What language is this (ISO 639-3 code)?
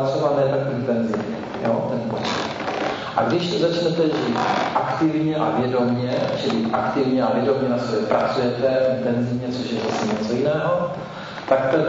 ces